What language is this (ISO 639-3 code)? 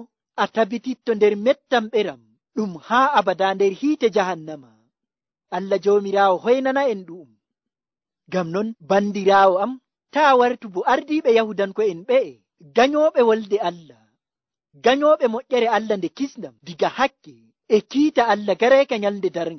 fuv